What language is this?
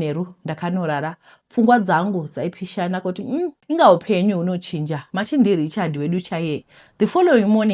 Shona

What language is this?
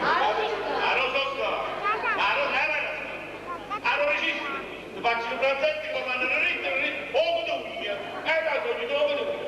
Neapolitan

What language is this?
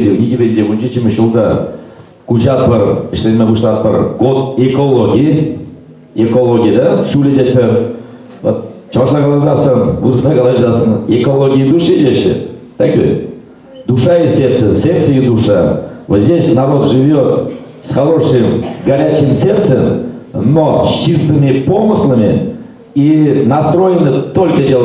Chuvash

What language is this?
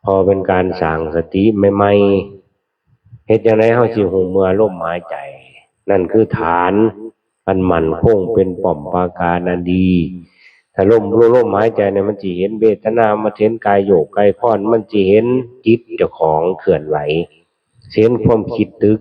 Northeastern Thai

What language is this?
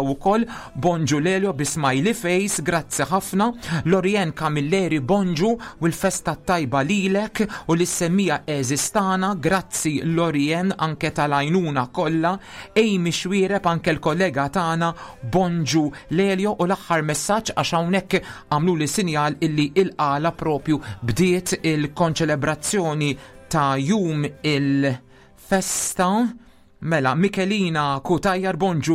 Maltese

